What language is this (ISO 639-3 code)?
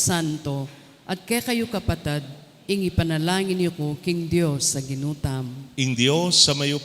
pam